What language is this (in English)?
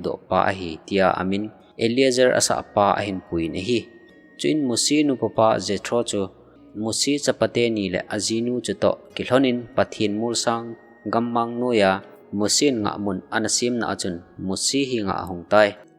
Thado Chin